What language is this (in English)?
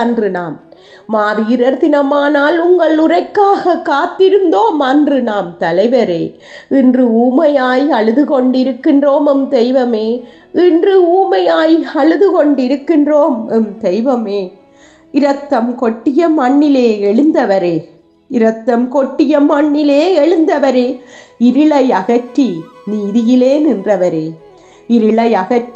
Tamil